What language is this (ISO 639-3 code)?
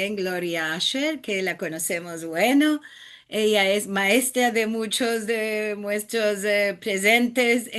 lad